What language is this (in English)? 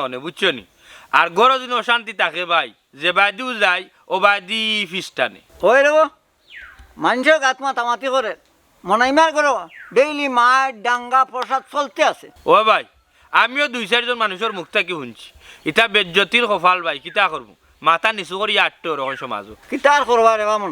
Sylheti